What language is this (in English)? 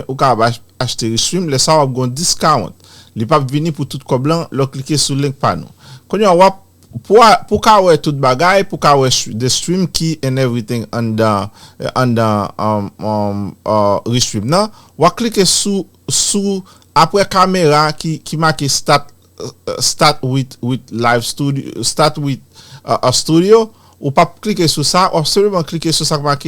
Haitian Creole